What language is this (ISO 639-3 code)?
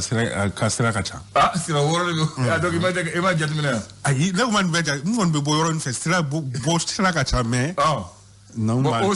bam